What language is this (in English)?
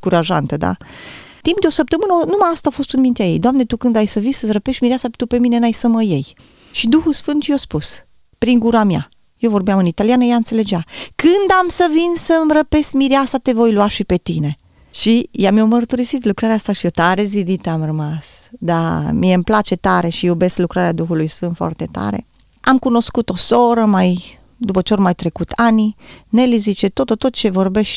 Romanian